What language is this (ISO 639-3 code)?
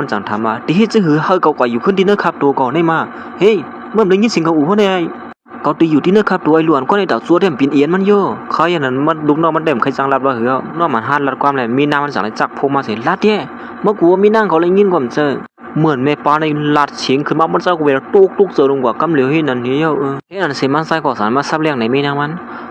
shn